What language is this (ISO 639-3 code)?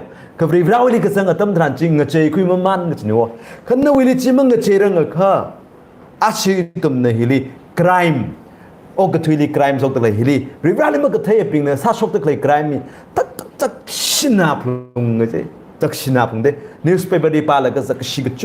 nmf